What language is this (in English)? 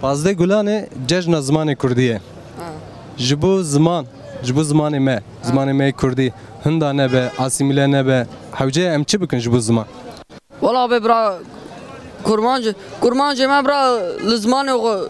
Kurdish